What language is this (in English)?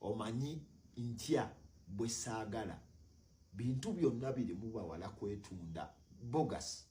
Ganda